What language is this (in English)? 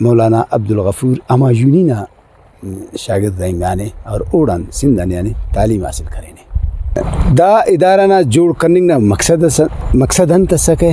Brahui